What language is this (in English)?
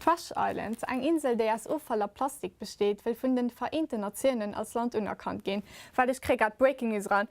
Luxembourgish